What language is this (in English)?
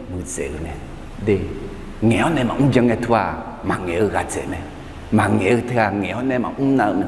Akha